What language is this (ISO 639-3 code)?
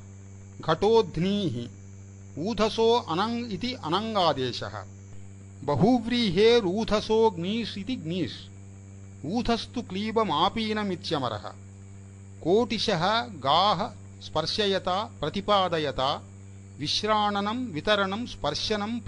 san